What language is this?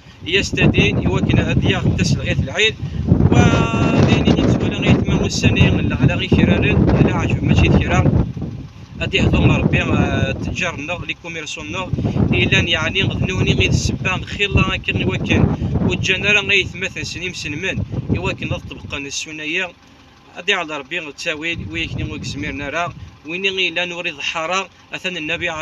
Kabyle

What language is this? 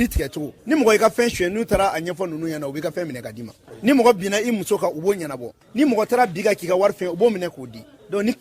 Bambara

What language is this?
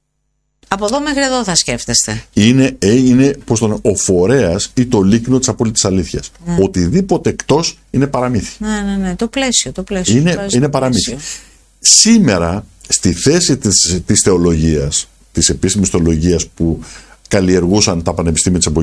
Greek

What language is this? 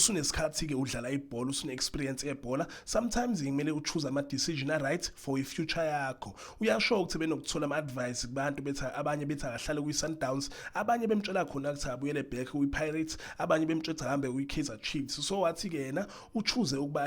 Zulu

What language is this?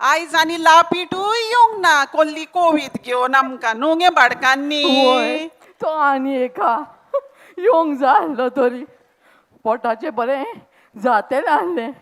Konkani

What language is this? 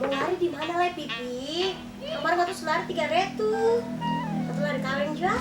Ambonese Malay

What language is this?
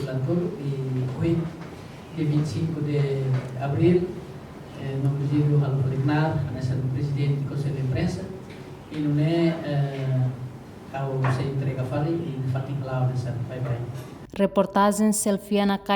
Tetum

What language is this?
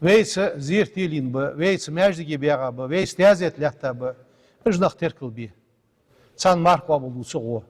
Ingush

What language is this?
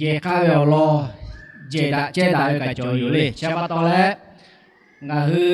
Lahu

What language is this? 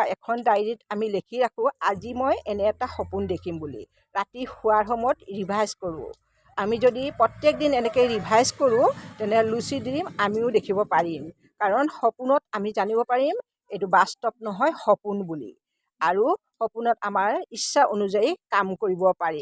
Assamese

